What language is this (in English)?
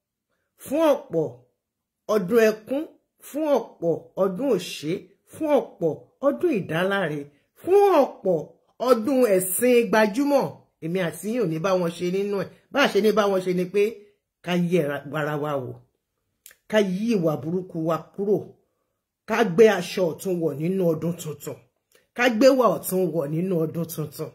Yoruba